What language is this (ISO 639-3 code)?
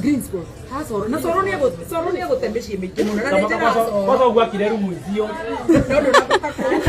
kik